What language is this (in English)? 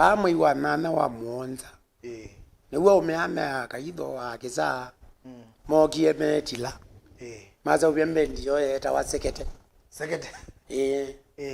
Kamba